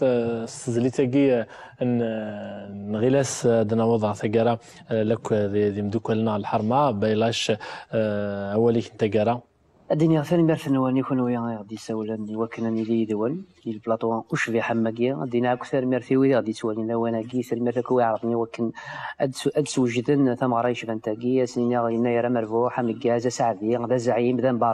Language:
Kabyle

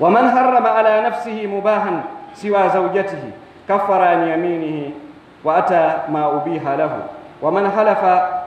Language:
Pular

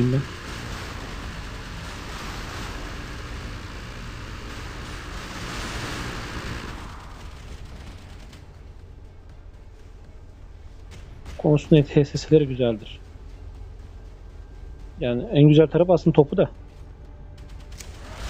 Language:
Turkish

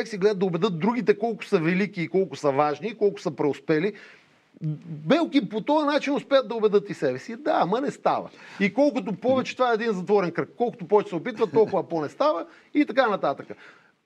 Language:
Bulgarian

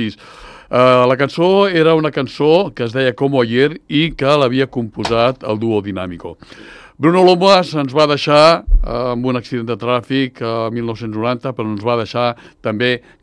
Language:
Catalan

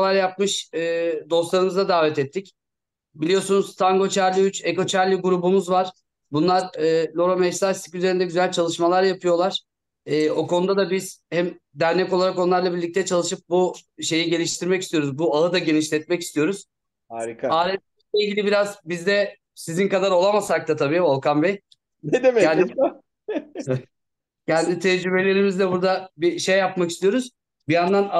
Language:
Turkish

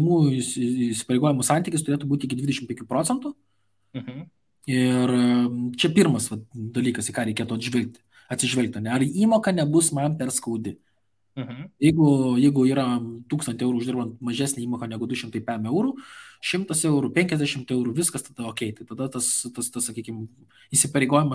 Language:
Lithuanian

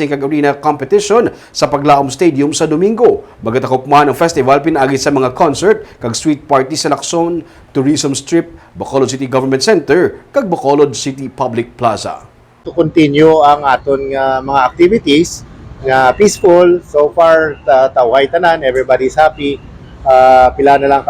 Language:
Hiligaynon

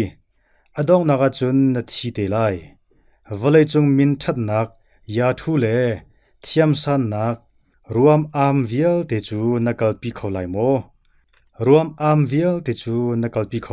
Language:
Hakha Chin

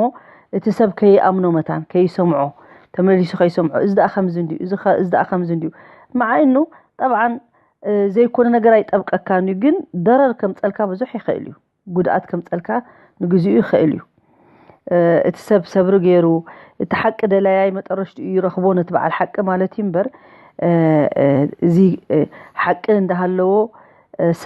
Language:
Tigrinya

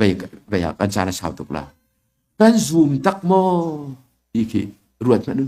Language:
Hakha Chin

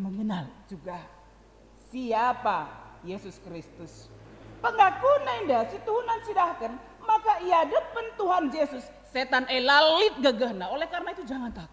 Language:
Batak Karo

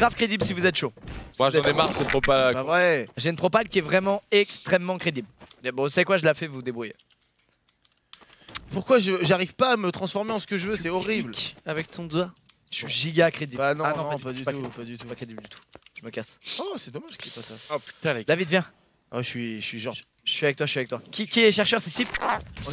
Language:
French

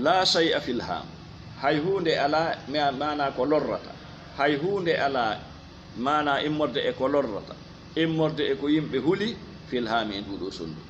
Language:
Fula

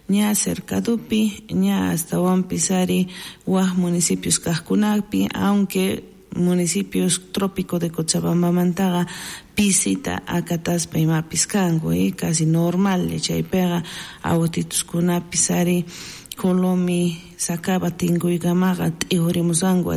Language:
South Bolivian Quechua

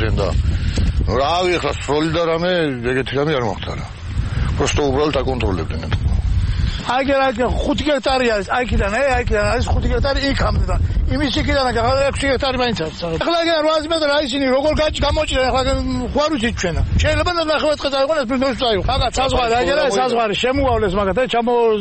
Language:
Georgian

